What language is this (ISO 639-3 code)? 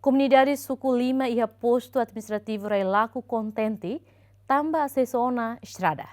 tet